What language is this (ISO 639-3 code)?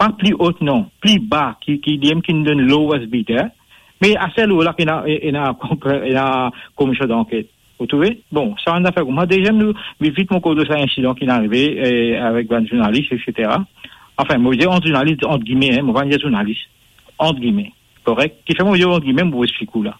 mfe